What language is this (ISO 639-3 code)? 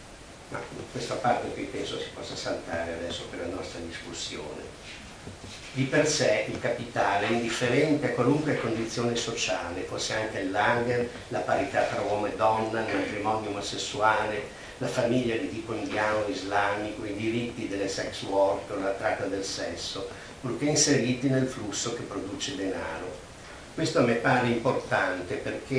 ita